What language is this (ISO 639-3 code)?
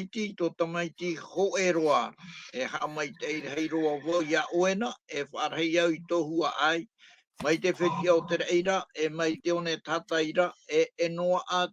tah